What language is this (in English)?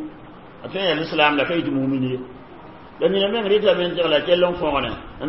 Mossi